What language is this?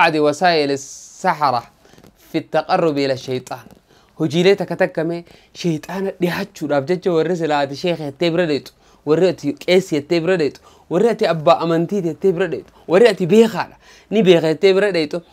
Oromo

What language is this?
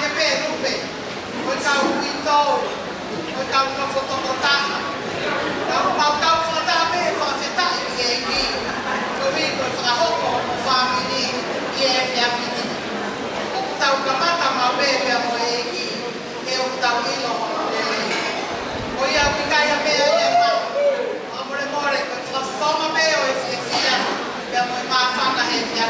Tongan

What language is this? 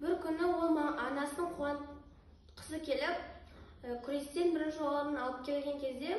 Kazakh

